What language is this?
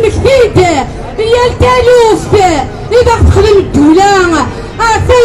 Kabyle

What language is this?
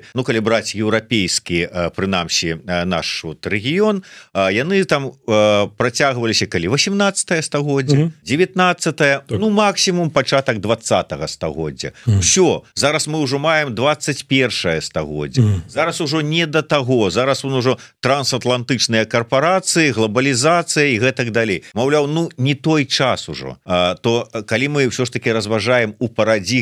Belarusian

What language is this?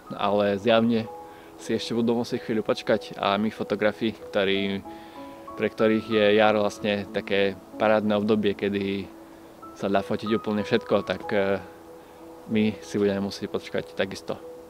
Slovak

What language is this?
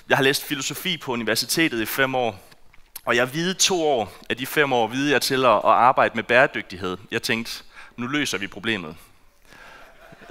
Danish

